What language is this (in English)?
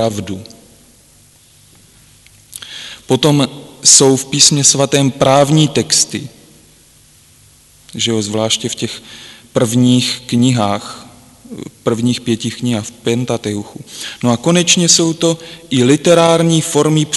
Czech